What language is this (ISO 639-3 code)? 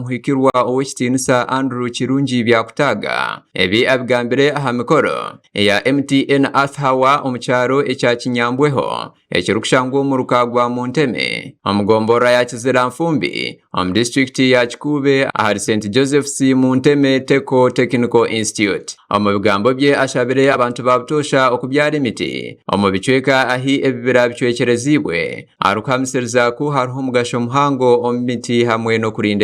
nyn